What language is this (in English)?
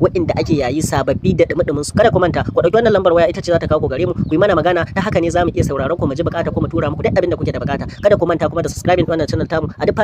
Hausa